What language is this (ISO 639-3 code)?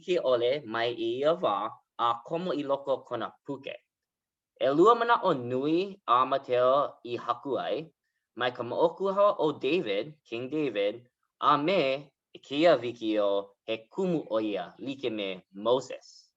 haw